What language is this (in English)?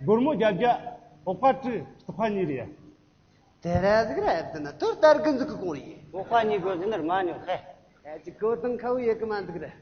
Amdo Tibetan